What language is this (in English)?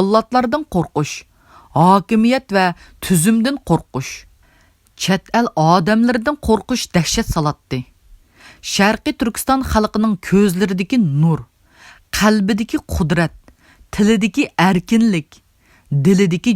Uyghur